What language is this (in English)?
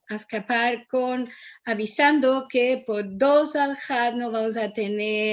Ladino